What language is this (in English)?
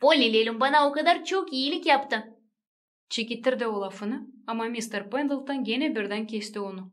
Gagauz